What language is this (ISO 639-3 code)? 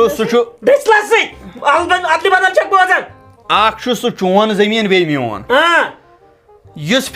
kas